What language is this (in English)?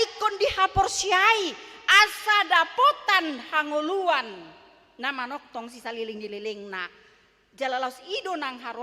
Batak Toba